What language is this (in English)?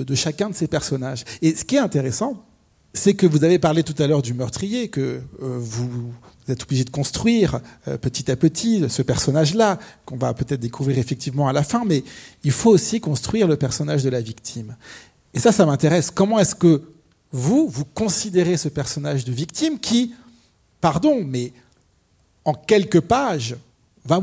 French